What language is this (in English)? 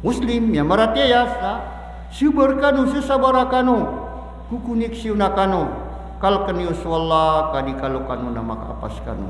Maranao